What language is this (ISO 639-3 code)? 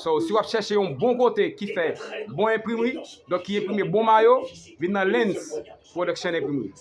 hat